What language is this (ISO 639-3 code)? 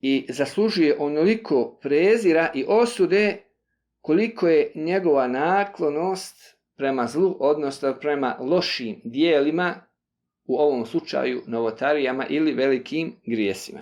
bos